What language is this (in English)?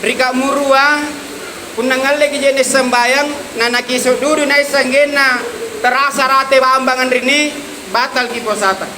Makasar